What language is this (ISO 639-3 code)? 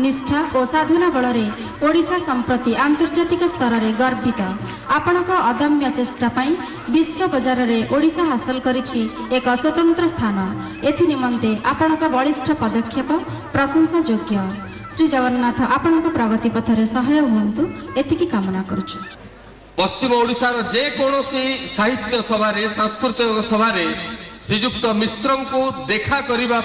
ori